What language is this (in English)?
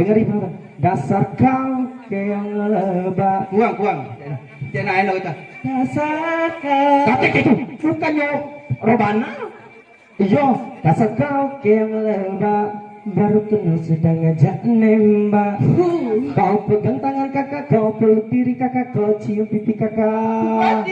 Musi